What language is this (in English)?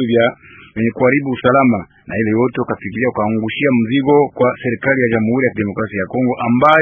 Swahili